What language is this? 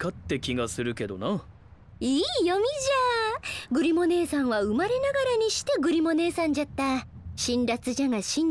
Japanese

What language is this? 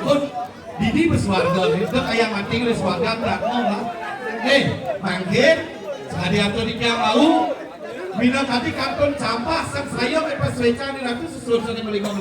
Balinese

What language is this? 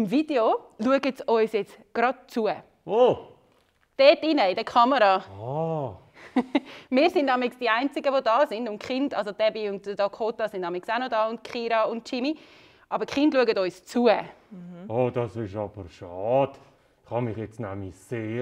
Swiss German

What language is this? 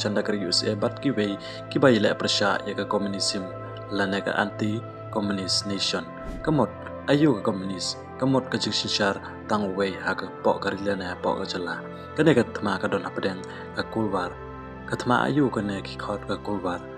Khasi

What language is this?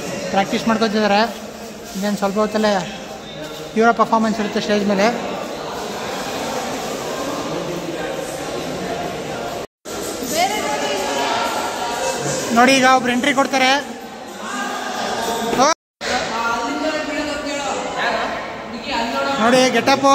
Kannada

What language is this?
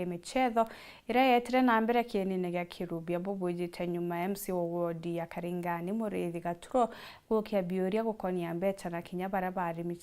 Meru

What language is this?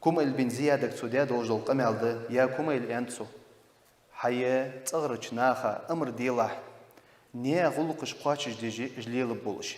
Ingush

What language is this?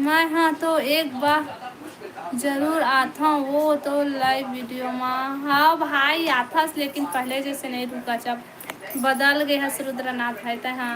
Chhattisgarhi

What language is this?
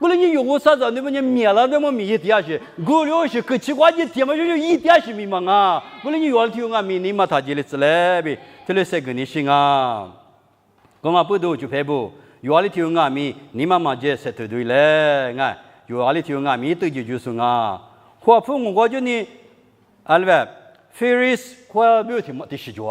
Lisu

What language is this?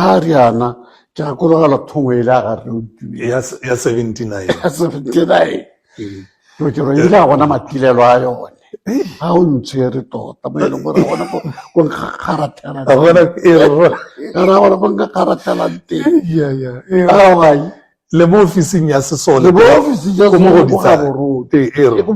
Tswana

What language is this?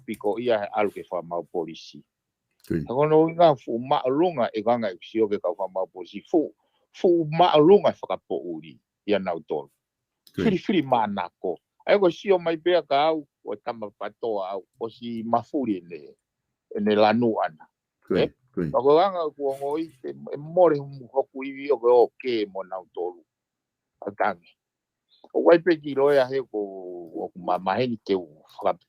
Tongan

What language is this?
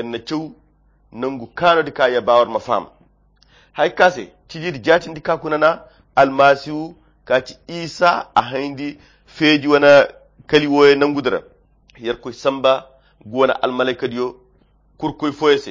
Koyra Chiini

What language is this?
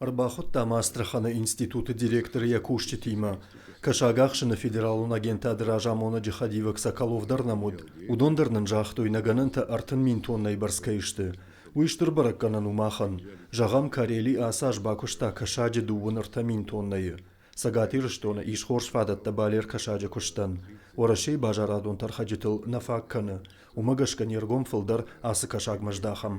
Ossetic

